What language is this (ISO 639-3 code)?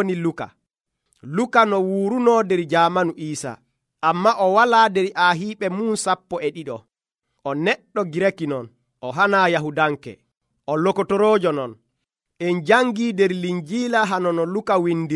fuv